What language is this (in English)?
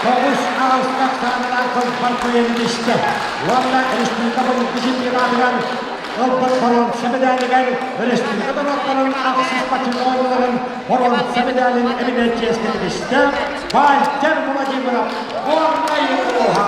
Yakut